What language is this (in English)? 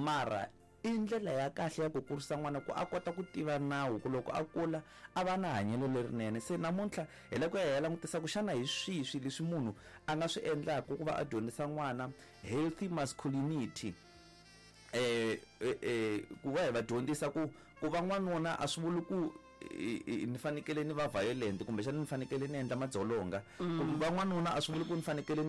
Tsonga